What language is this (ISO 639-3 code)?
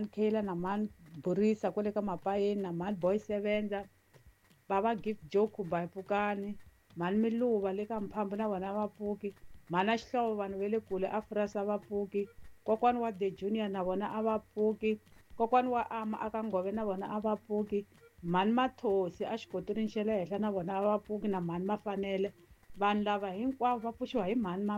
tso